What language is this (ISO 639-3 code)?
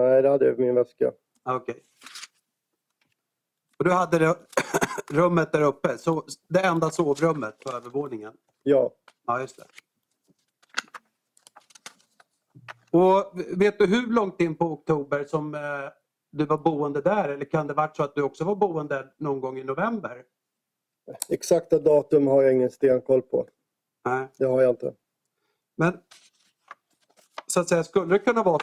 swe